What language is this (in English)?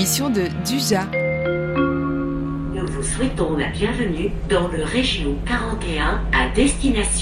French